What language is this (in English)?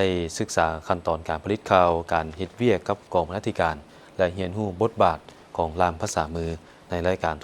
Lao